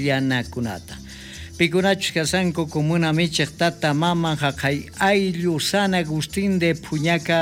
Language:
South Bolivian Quechua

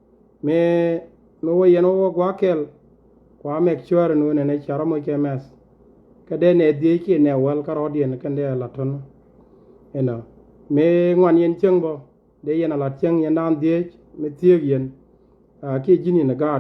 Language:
Nuer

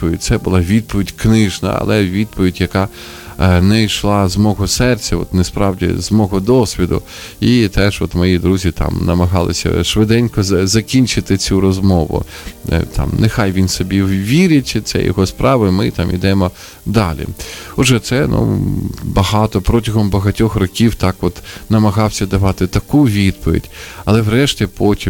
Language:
Ukrainian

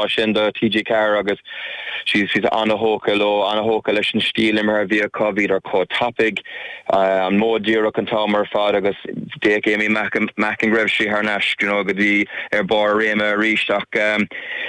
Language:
Irish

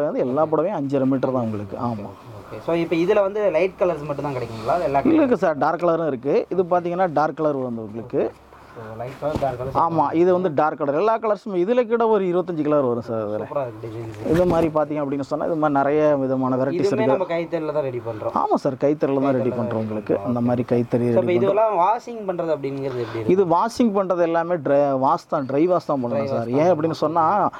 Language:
Tamil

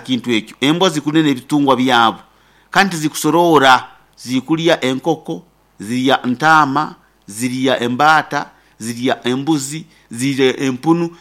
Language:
Nyoro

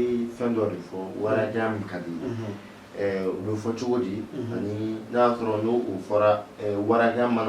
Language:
Bambara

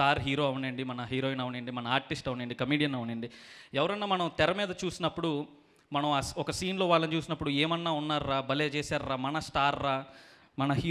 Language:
Telugu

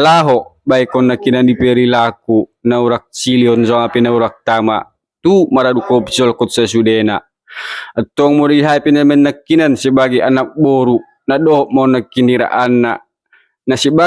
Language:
Batak Toba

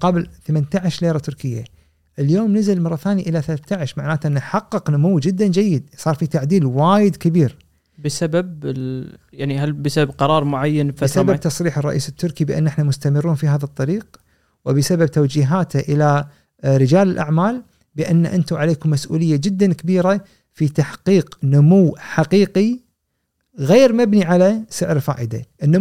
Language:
Gulf Arabic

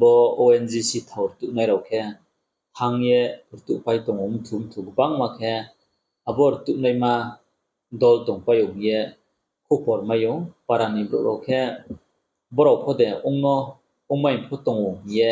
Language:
Riang (India)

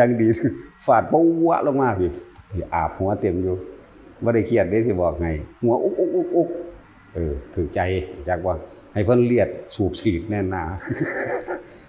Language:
Lao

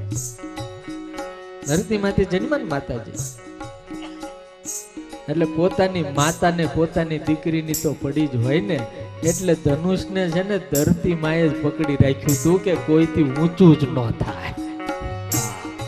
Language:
Gujarati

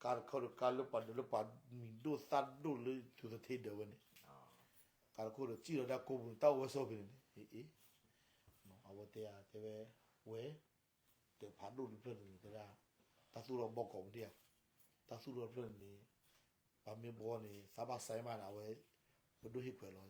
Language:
S'gaw Karen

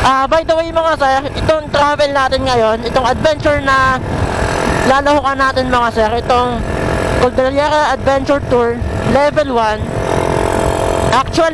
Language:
Filipino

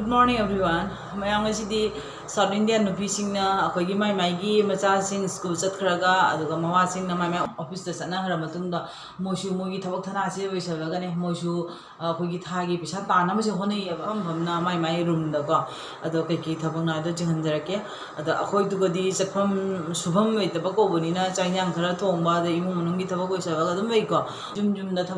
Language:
Manipuri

